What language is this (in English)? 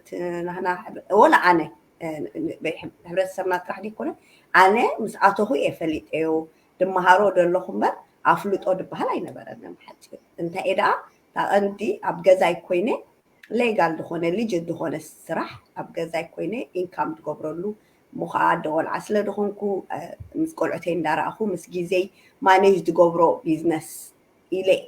Tigrinya